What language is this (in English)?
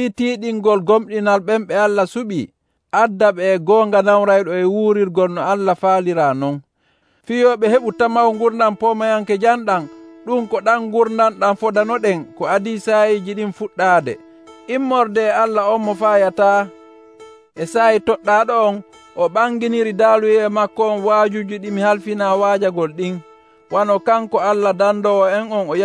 Nigerian Fulfulde